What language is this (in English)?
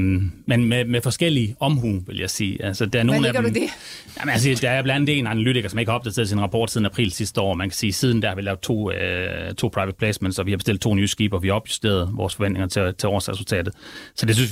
Danish